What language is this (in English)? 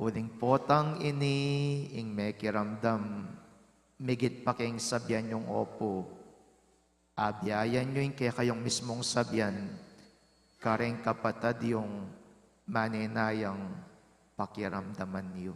Pampanga